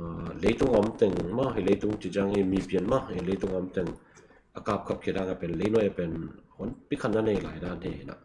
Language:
Tedim Chin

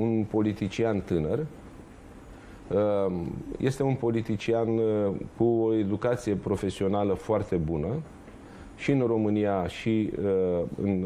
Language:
Romanian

